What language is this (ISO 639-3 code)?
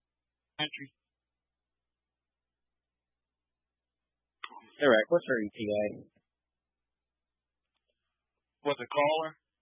eng